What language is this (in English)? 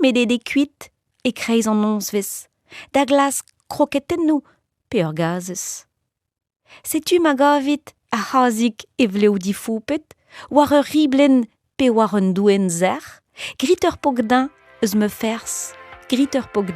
Breton